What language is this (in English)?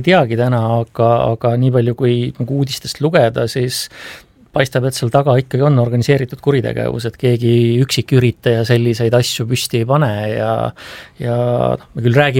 Estonian